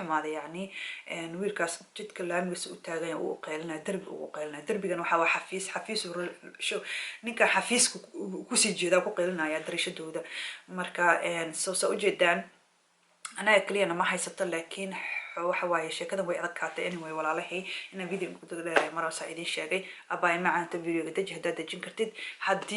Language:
Somali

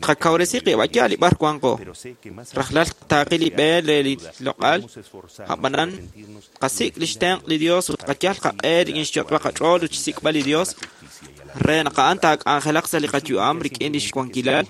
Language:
Kekchí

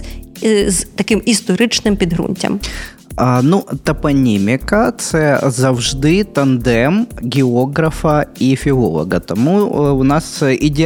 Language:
Ukrainian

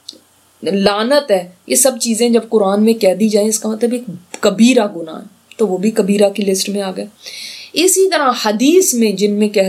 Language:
Urdu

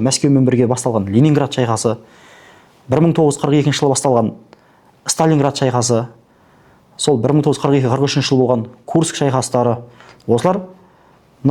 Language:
Kazakh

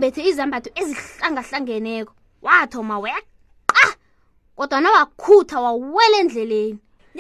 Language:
South Ndebele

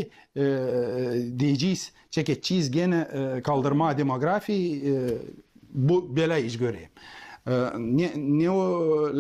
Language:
Gagauz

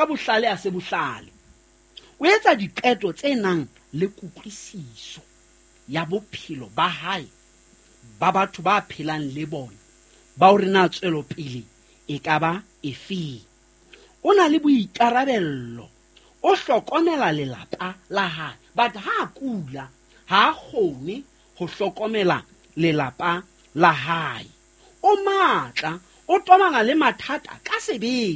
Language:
Southern Sotho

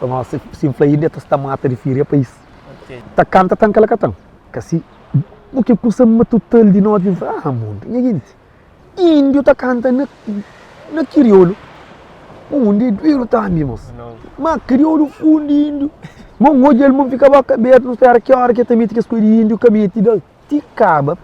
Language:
Kabuverdianu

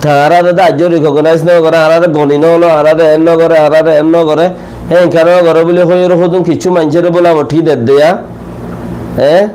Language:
Rohingya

